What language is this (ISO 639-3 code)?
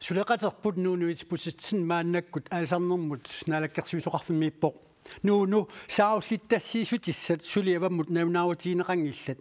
kal